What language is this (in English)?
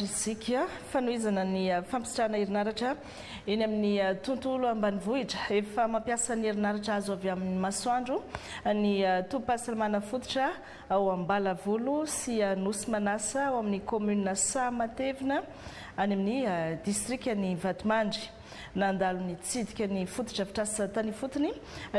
Malagasy